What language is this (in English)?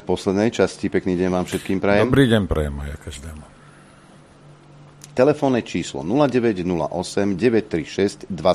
Slovak